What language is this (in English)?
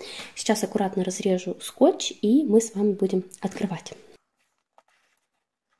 Russian